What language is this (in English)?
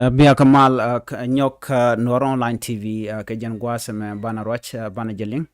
Nuer